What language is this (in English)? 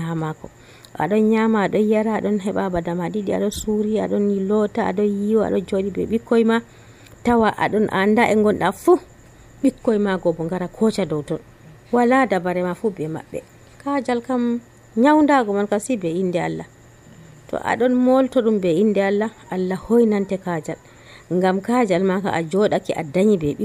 Nigerian Fulfulde